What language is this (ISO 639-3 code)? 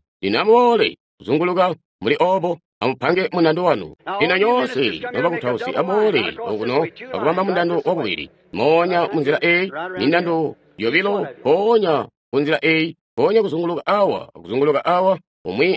toi